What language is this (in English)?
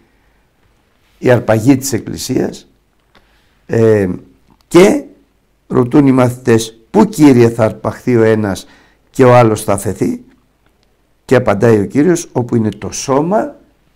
Greek